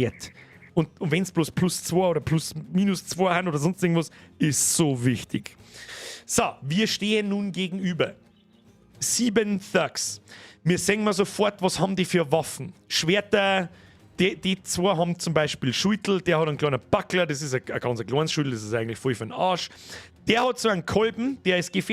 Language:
Bavarian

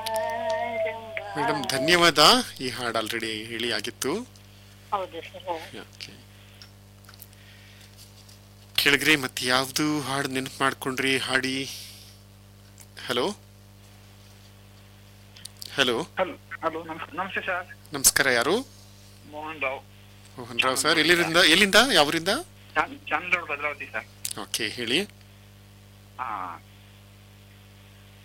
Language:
Kannada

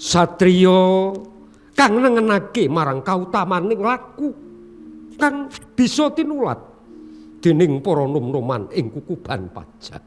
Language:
Javanese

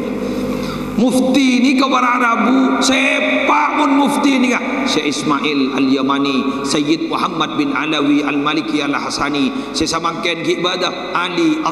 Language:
Madurese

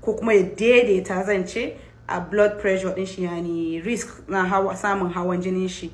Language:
Hausa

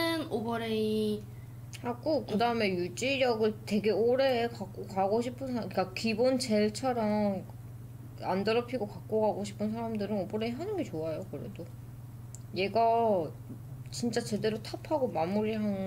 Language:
Korean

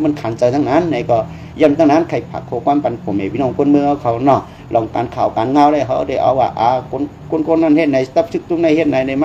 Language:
Shan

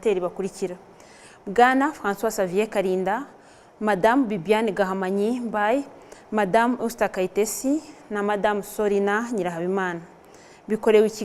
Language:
Kinyarwanda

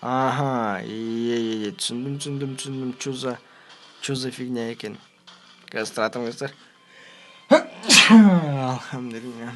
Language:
Kazakh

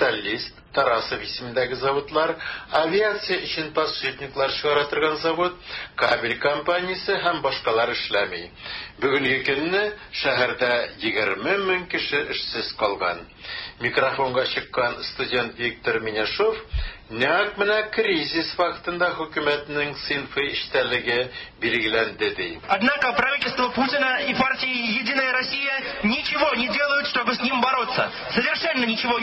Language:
Tatar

